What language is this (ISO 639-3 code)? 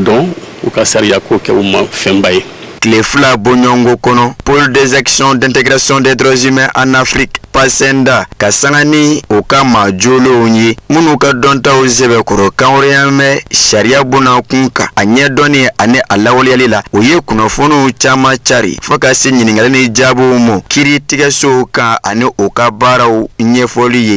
bam